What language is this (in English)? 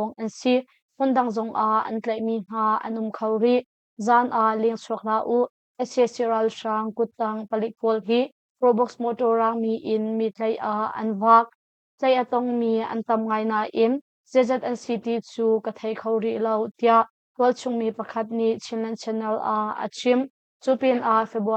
Hakha Chin